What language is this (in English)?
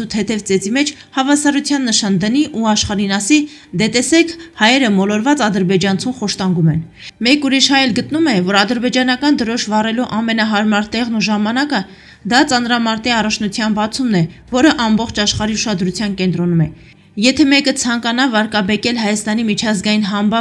Armenian